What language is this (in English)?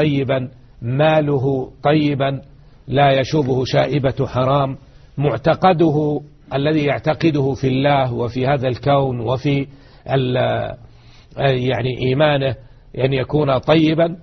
Arabic